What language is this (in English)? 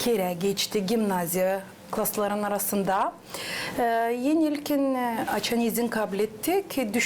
Gagauz